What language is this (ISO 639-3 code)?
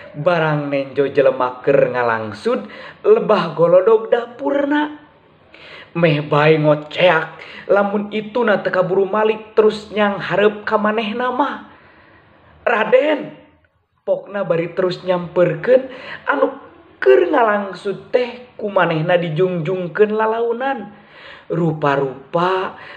sun